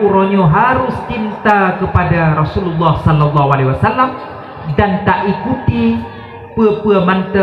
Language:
Achinese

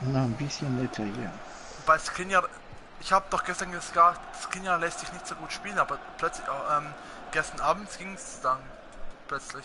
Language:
Swiss German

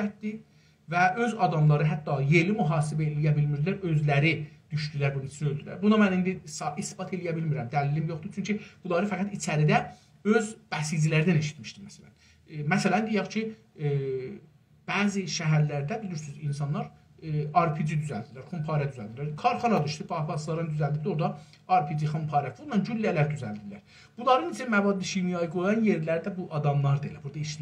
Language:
South Azerbaijani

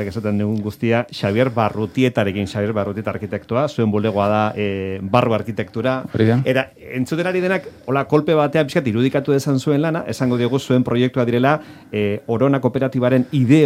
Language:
Basque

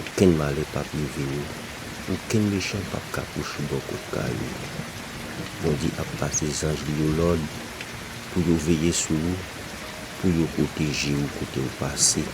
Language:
Haitian Creole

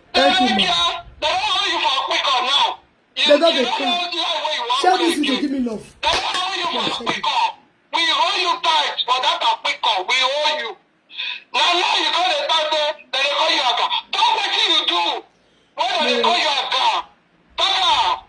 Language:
Nigerian Pidgin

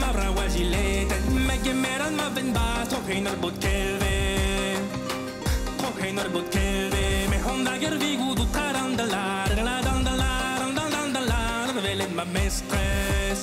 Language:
Breton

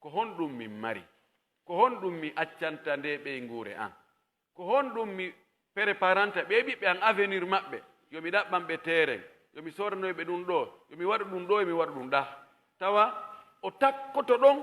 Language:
Pular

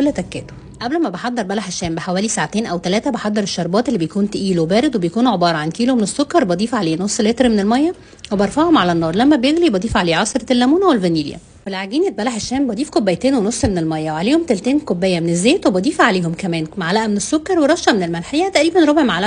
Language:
Egyptian Arabic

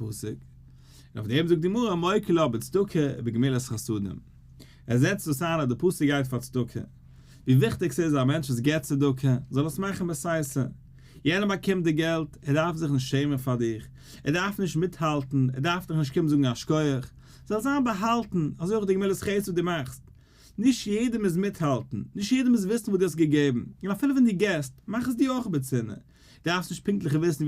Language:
Yiddish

